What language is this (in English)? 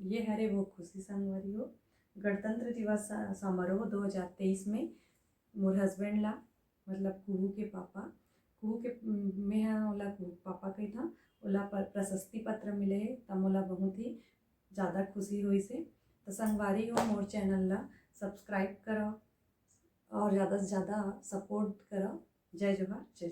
Chhattisgarhi